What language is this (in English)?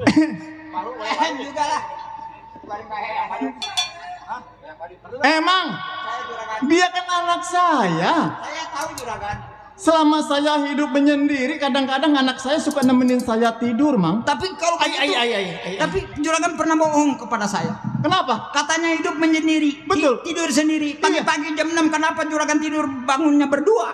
Betawi